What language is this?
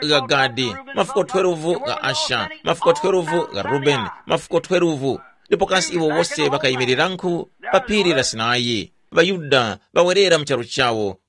Tumbuka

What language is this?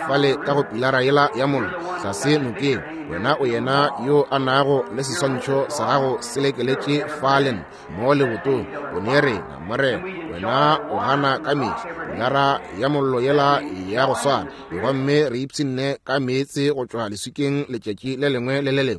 Northern Sotho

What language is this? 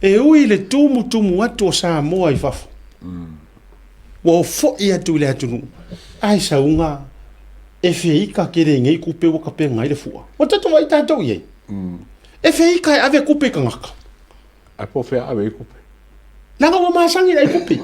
Samoan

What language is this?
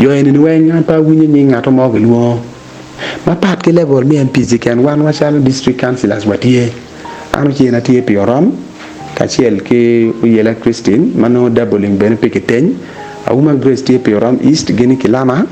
Acoli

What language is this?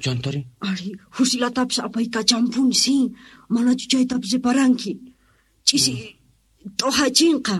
South Bolivian Quechua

